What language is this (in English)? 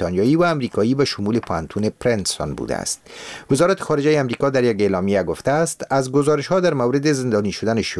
Persian